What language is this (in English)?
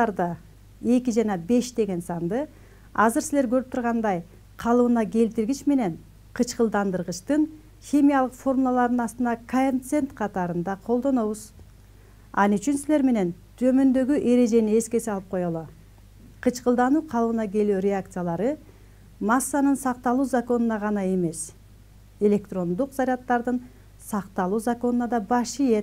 Kyrgyz